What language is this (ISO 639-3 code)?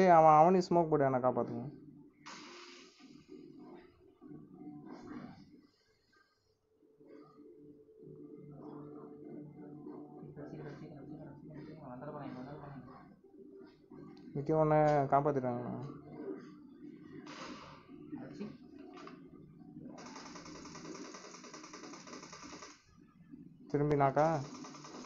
tam